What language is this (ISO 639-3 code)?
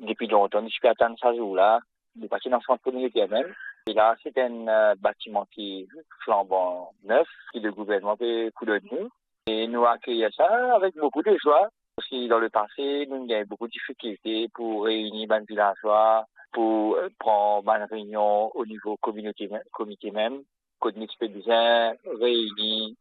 mfe